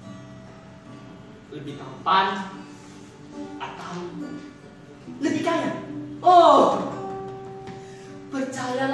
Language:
Indonesian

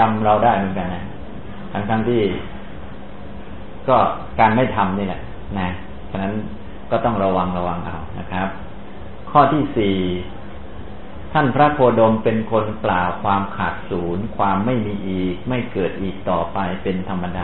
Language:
Thai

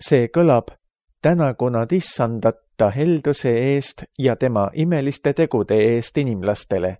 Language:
Estonian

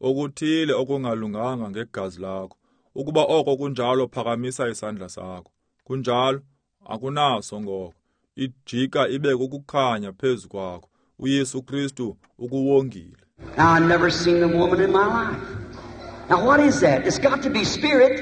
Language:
Xhosa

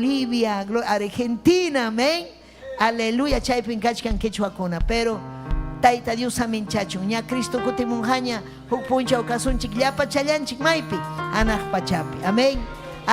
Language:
Ayacucho Quechua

